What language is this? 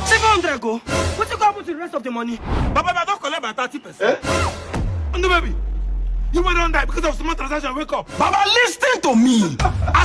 Nigerian Pidgin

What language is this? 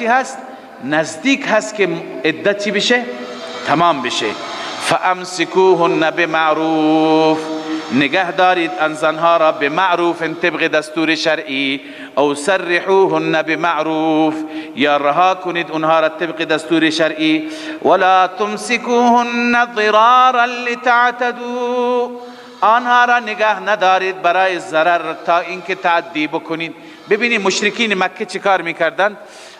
Persian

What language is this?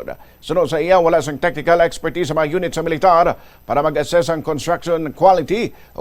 Hiligaynon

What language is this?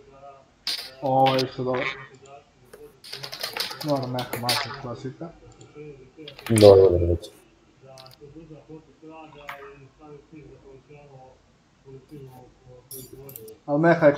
Croatian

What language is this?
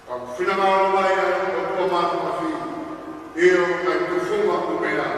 Tongan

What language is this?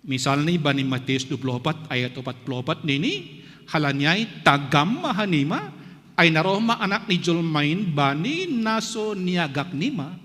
Batak Simalungun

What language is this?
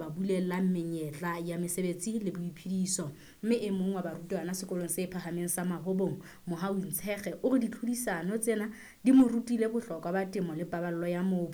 Southern Sotho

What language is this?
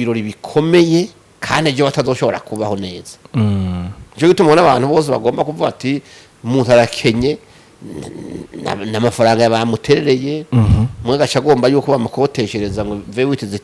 Rundi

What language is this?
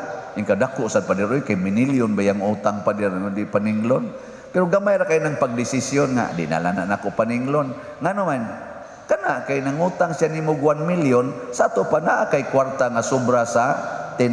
Cebuano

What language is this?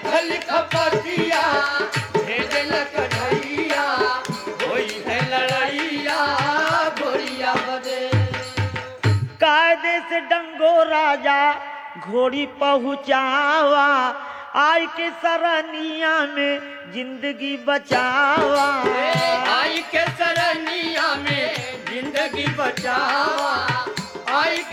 Bhojpuri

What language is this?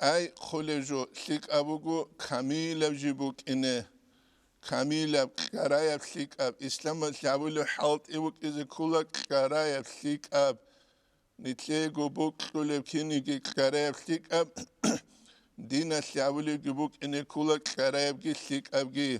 Avaric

